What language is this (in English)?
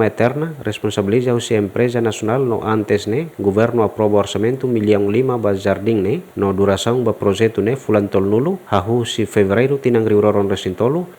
Tetum